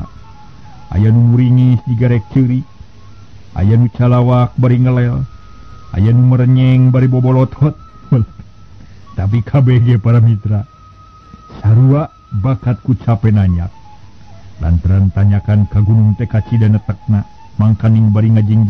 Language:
Sundanese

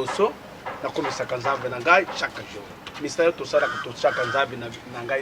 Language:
Lingala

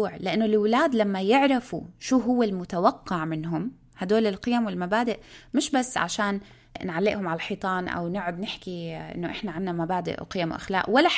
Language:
North Levantine Arabic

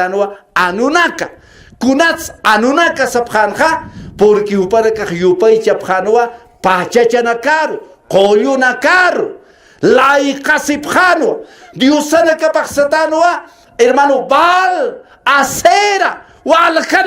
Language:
Aymara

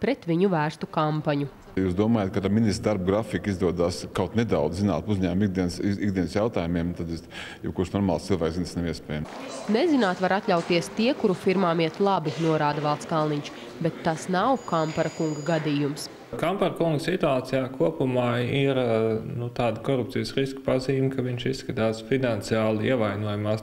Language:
Latvian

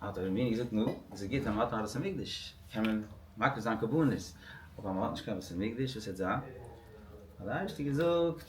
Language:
Yiddish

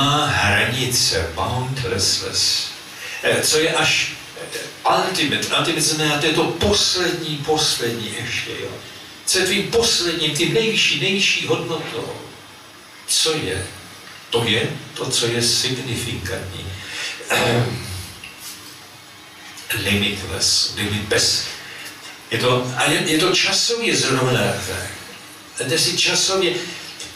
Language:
Czech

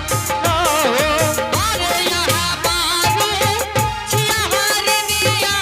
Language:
Angika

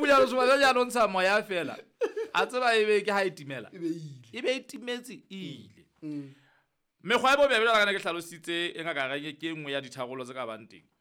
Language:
Southern Sotho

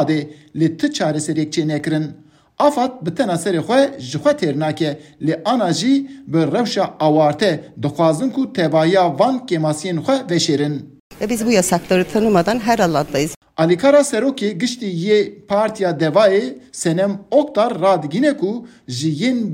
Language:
Kurdish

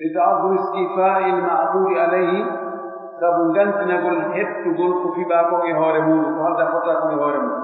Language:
Pular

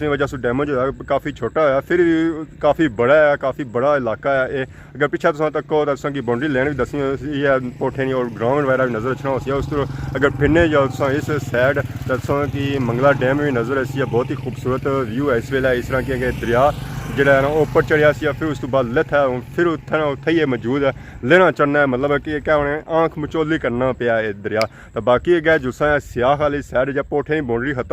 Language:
Pahari-Potwari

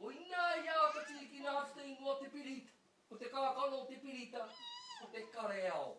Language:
Māori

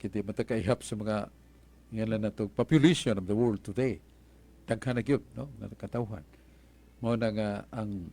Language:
Cebuano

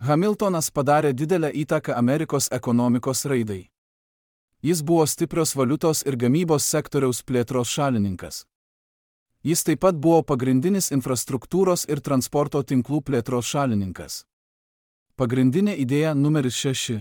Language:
Lithuanian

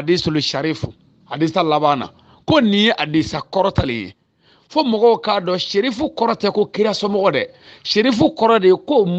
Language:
Bambara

